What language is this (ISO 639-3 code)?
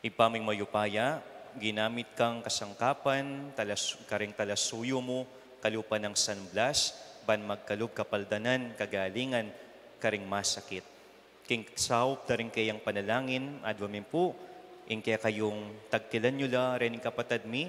pam